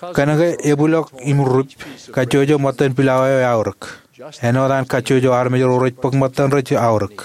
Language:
Marshallese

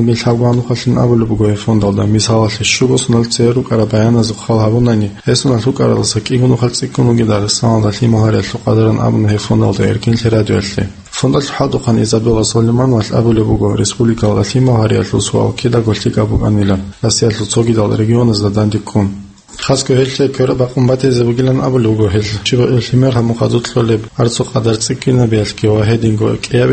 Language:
Avaric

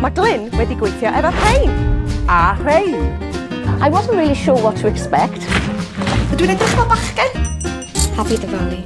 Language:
Welsh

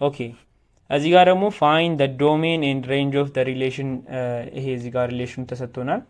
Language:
Amharic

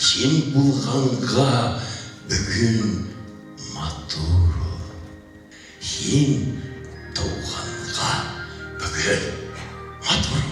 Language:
Bashkir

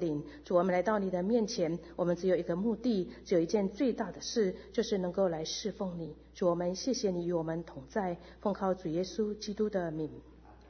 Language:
Chinese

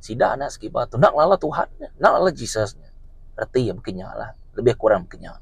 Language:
Iban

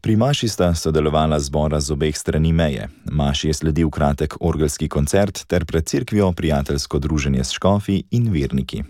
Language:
Slovenian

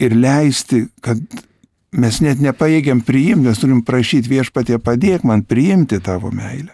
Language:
Lithuanian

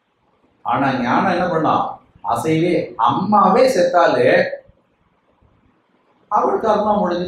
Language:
Tamil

